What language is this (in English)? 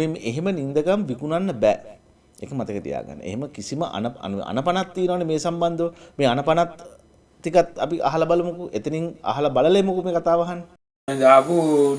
Sinhala